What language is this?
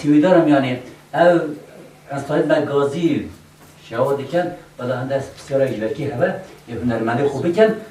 Kurdish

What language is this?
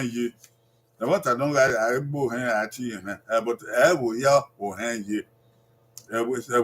Bini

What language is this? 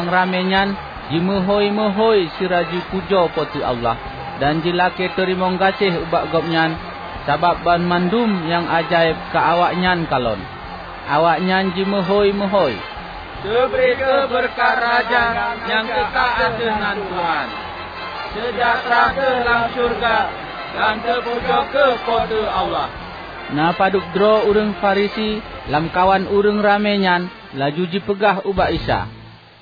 Achinese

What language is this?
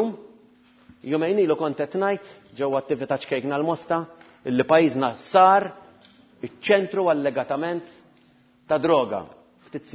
Maltese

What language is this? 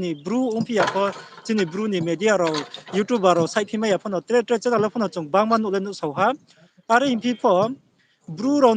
Riang (India)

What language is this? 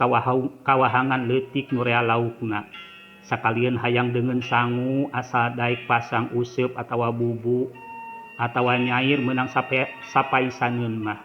Sundanese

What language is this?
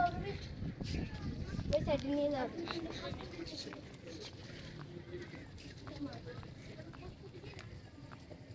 Bangla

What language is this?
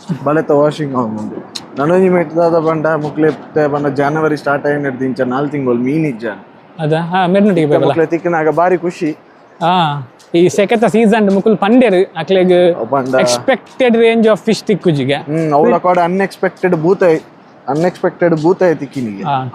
Tulu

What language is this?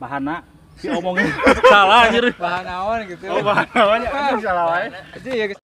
Sundanese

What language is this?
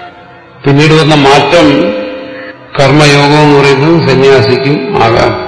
Malayalam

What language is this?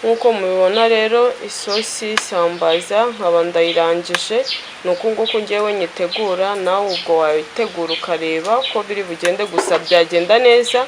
Kinyarwanda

